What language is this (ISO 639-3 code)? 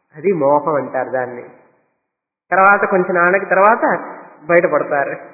tel